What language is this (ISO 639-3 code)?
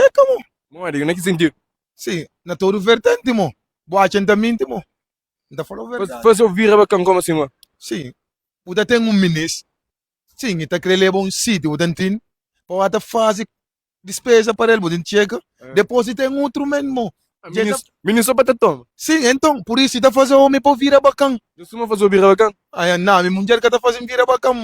kea